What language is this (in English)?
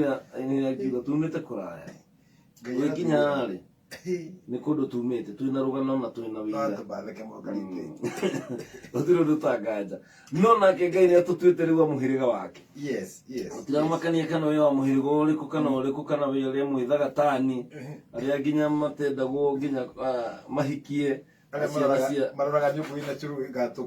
Kikuyu